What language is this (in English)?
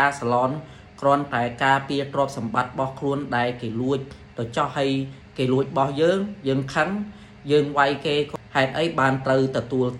Khmer